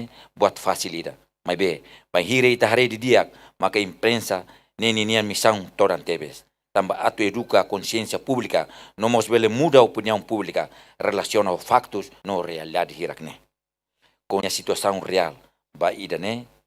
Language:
Tetum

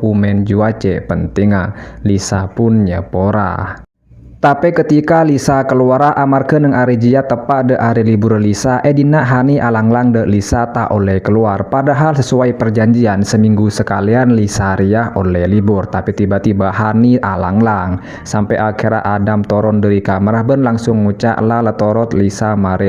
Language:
Madurese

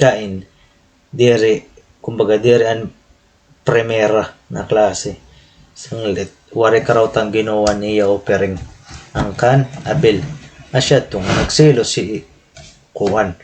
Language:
Waray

